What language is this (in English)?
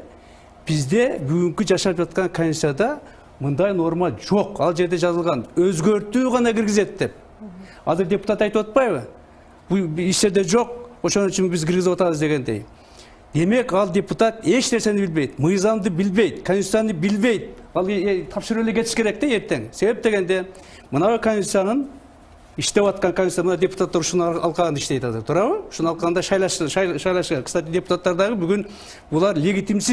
Kyrgyz